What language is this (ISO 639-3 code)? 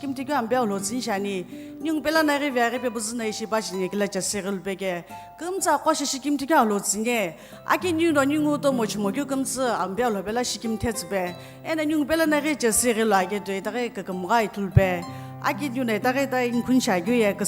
nsm